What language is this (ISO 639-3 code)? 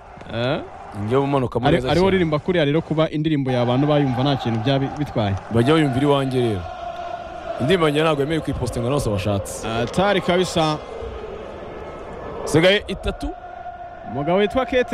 kin